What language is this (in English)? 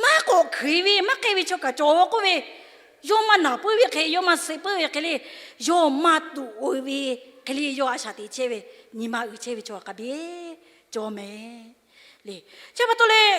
Lahu